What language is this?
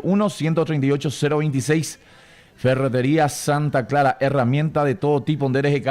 Guarani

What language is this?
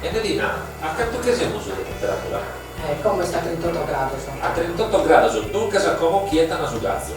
Sardinian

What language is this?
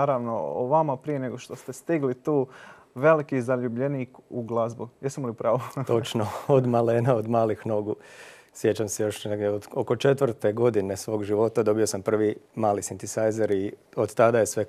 Croatian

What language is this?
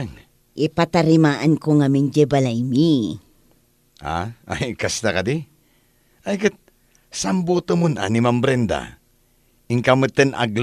Iloko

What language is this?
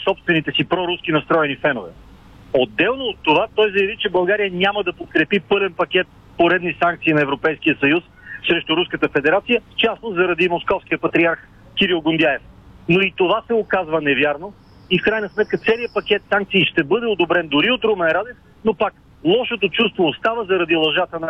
Bulgarian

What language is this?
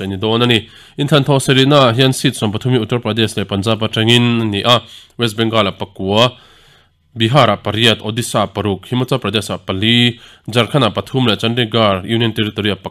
Mizo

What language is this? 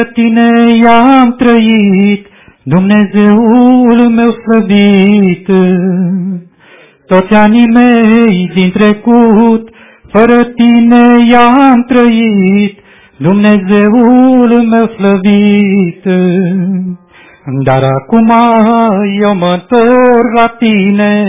Romanian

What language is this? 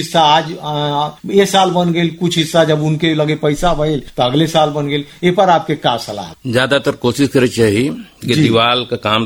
Bhojpuri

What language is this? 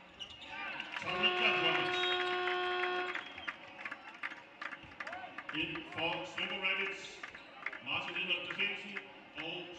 Danish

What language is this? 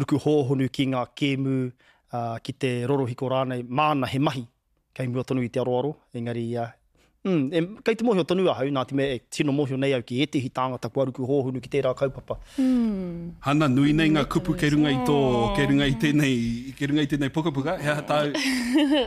Māori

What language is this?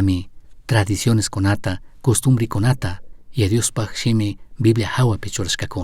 Chimborazo Highland Quichua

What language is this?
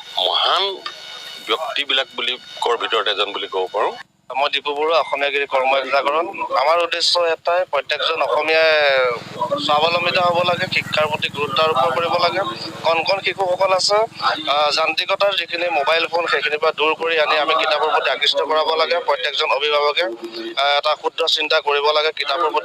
Assamese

